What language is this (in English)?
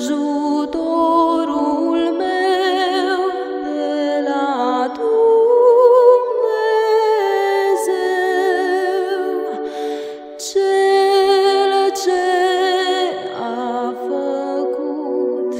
Romanian